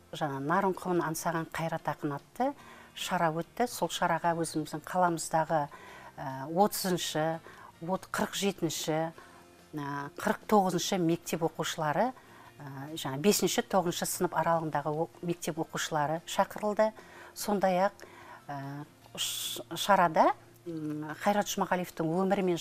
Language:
Kazakh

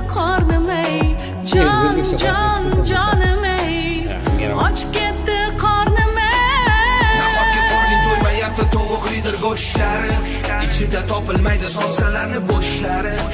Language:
Kara-Kalpak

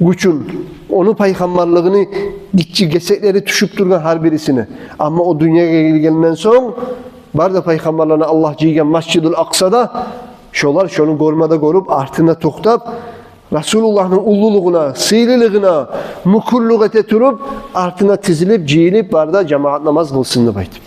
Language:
Kumyk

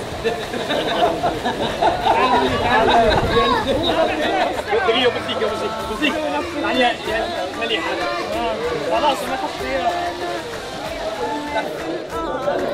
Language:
Arabic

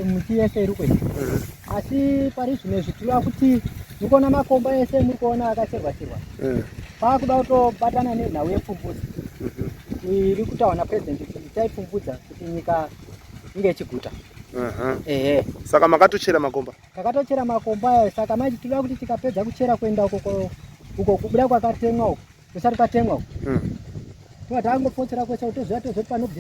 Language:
Shona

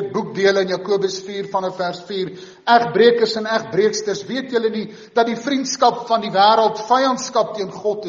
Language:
Afrikaans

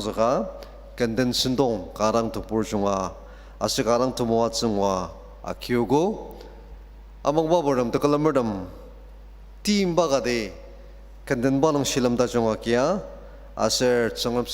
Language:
Ao Naga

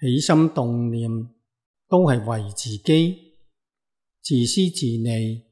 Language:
Cantonese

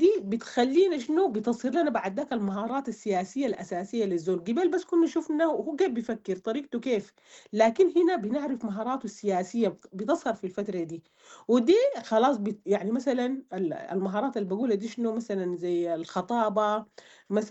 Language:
Sudanese Arabic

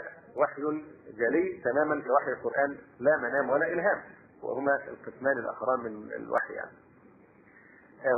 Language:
Arabic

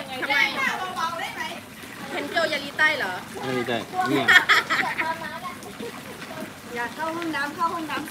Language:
Japanese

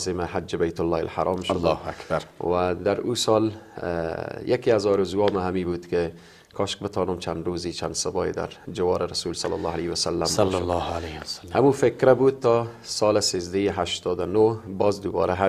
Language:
Persian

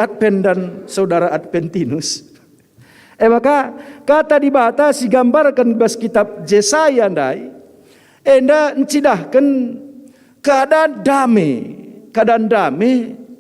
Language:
Batak Karo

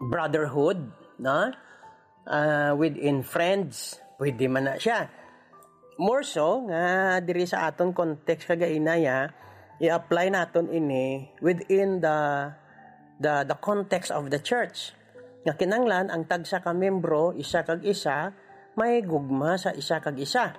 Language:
Hiligaynon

